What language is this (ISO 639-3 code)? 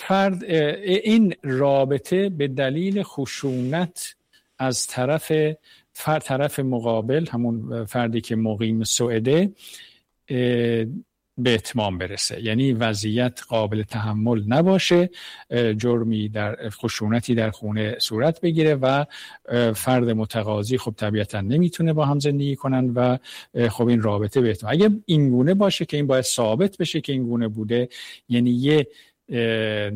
fas